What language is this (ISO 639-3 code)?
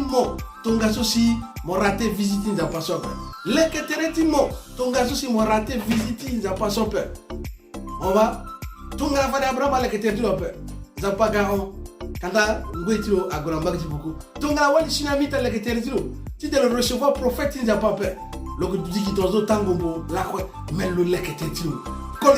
sag